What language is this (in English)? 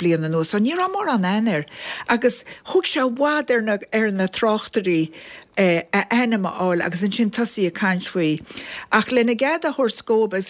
Irish